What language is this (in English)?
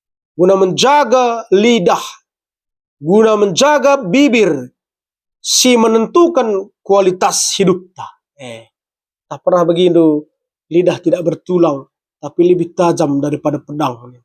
Batak Karo